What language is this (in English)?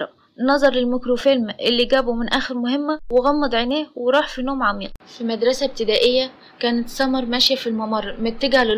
Egyptian Arabic